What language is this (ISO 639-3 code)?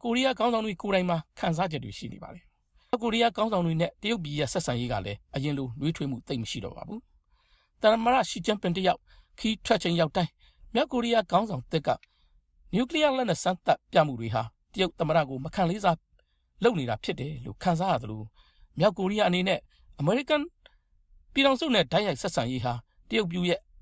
mya